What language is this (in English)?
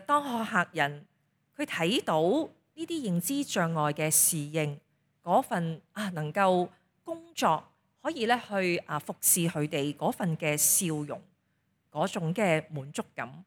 Cantonese